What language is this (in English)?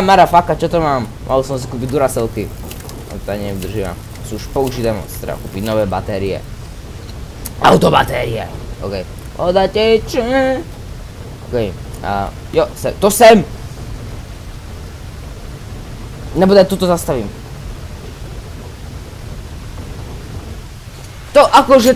Slovak